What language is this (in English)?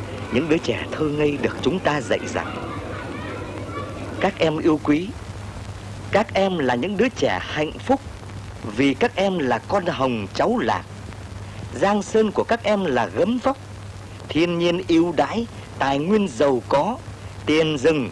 Vietnamese